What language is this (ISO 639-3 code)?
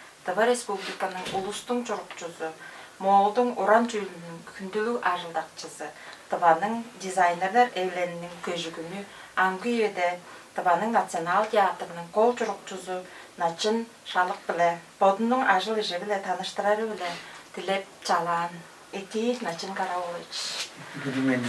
tyv